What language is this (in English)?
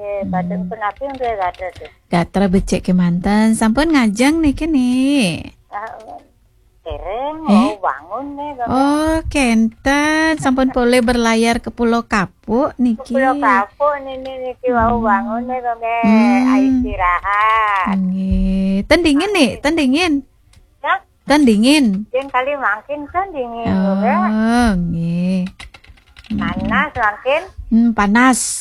Balinese